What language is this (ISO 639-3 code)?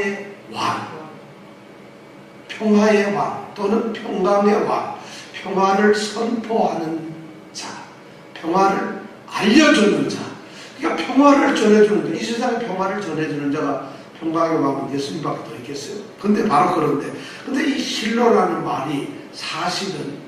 kor